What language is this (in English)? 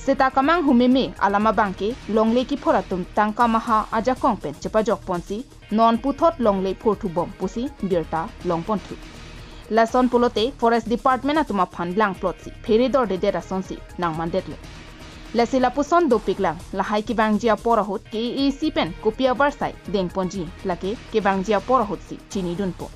Karbi